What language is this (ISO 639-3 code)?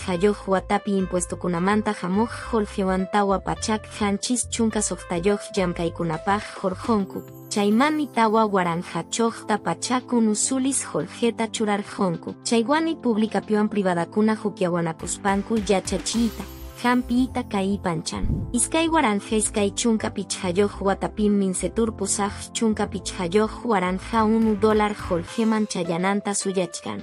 que